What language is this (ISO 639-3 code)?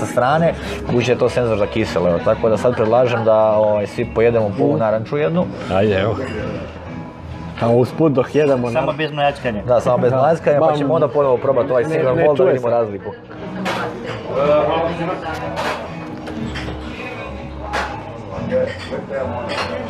hrv